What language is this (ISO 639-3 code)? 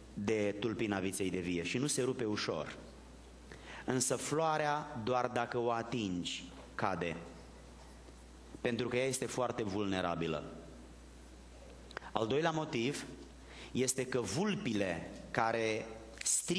ron